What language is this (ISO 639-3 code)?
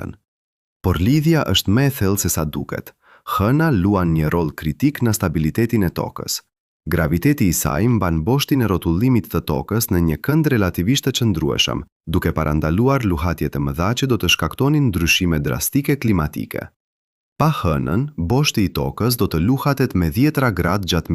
sqi